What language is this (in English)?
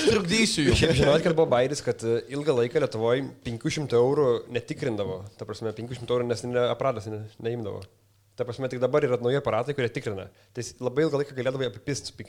Lithuanian